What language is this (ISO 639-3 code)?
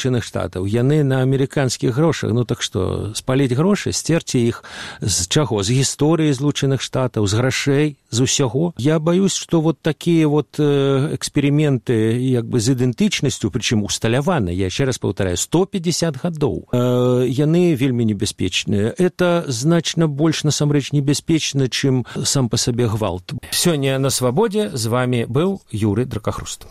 bel